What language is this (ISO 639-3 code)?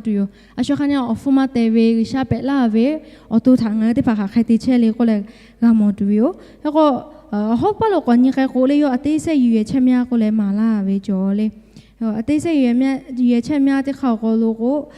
lhu